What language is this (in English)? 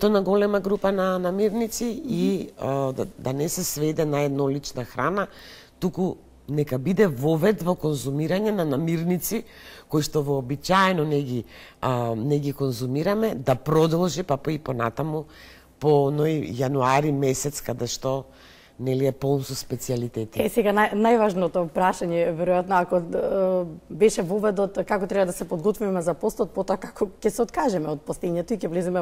Macedonian